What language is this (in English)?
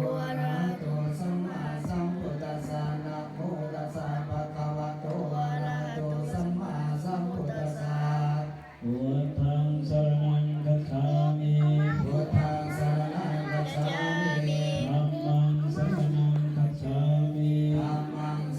Pali